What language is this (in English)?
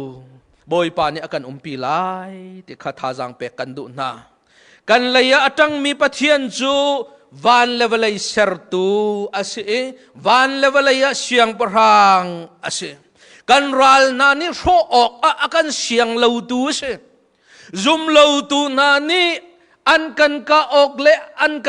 Hakha Chin